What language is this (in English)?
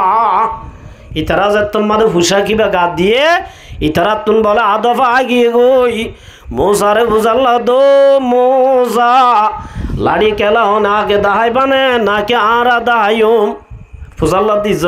Rohingya